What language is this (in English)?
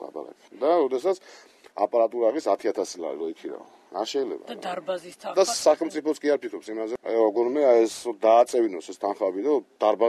Georgian